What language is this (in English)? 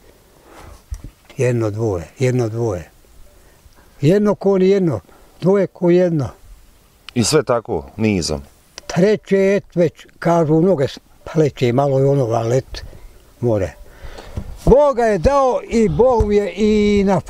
Bosnian